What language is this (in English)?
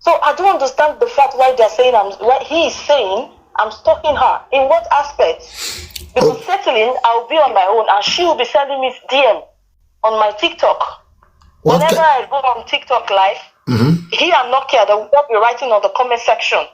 Nigerian Pidgin